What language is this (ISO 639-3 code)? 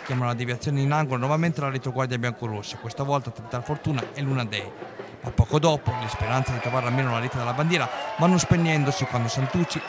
ita